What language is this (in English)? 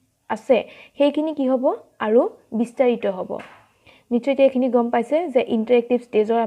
Assamese